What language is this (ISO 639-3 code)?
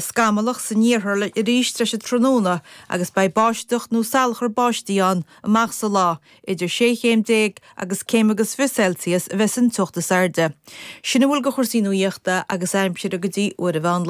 gle